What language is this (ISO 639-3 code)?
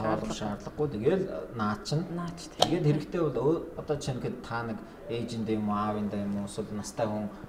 mon